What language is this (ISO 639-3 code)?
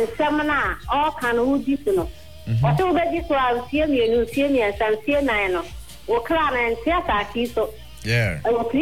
eng